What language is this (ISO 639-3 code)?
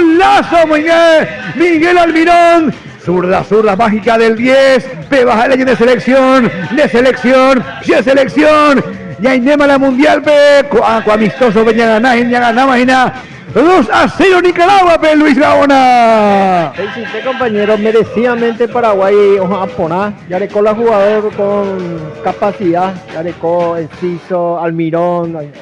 grn